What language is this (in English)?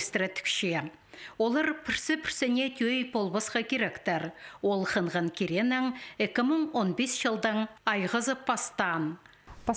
Khakas